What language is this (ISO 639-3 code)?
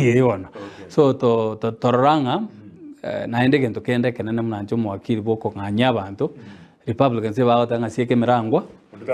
guz